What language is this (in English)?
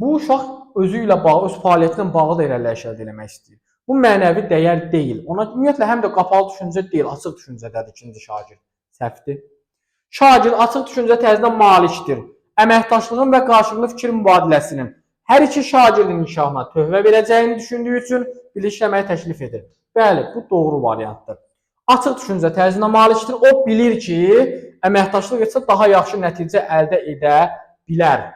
Azerbaijani